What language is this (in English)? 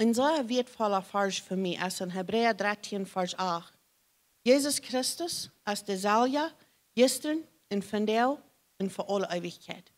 Plautdietsch